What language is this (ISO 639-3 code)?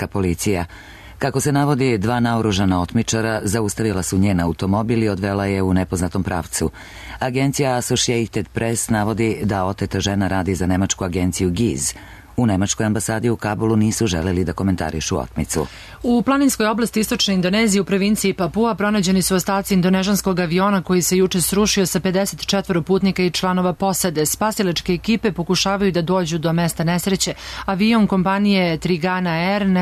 srp